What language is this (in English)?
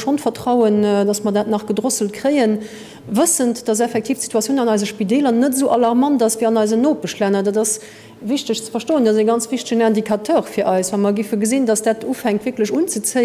Luxembourgish